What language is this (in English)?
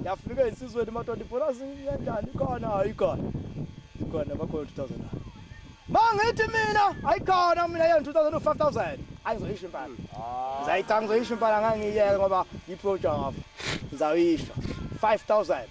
Zulu